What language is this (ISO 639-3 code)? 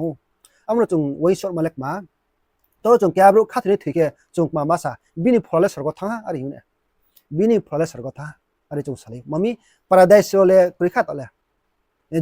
ria